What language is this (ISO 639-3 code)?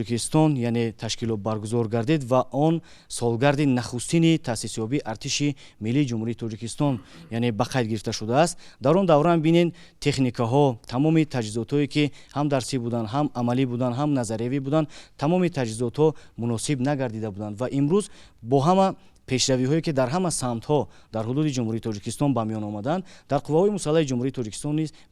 tgk